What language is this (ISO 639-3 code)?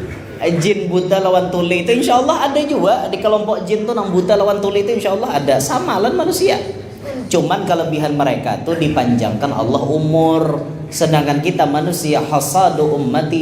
bjn